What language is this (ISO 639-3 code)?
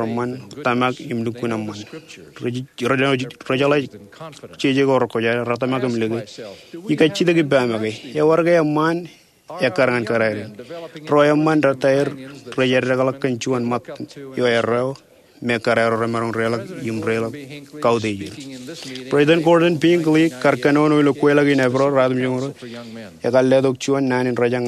mah